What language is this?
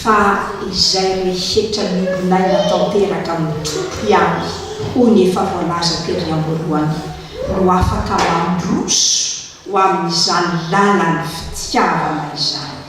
Malagasy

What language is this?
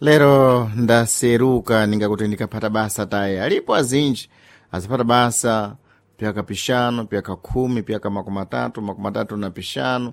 Sena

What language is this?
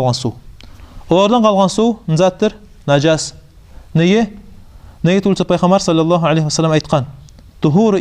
Kumyk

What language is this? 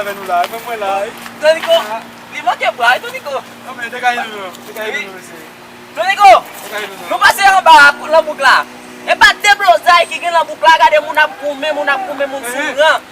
Haitian Creole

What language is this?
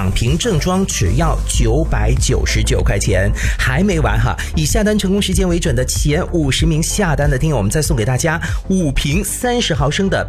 Chinese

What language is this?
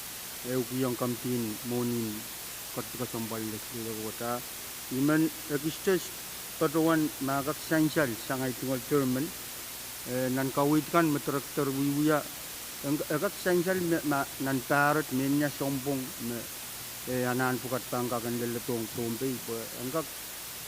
Pohnpeian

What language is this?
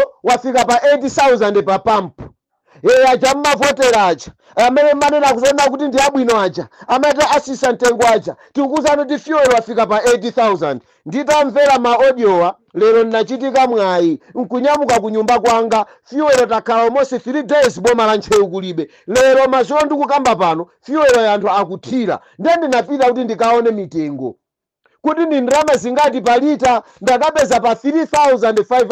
Nyanja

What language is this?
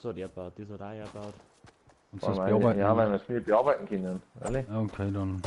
Bavarian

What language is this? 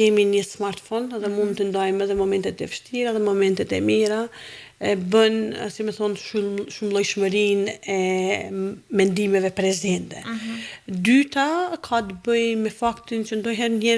Albanian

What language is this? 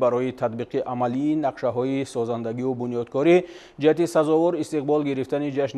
Tajik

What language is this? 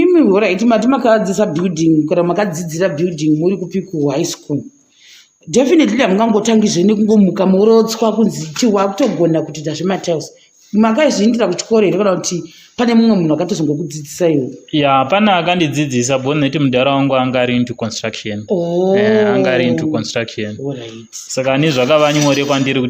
Shona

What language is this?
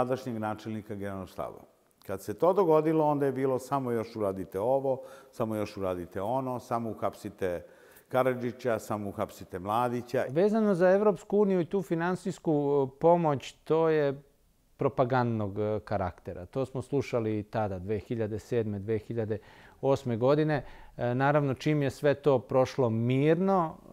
Serbian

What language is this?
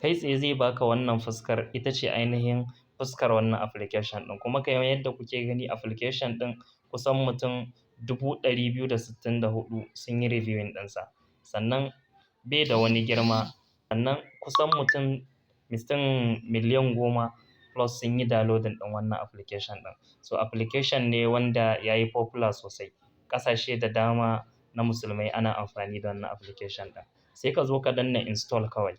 Hausa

